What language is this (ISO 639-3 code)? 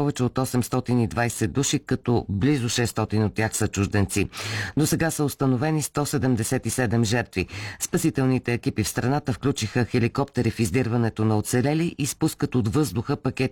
bul